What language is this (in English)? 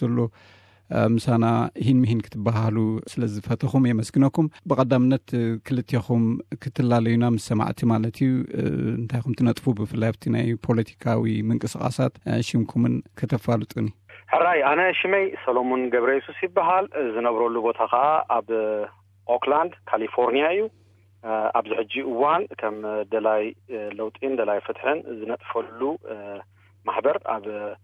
Tigrinya